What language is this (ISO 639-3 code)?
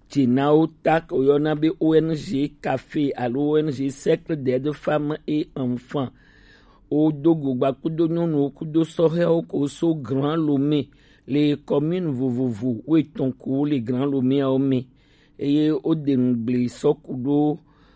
gej